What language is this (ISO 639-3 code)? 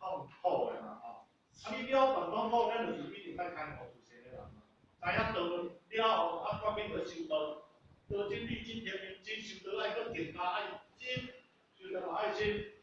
nan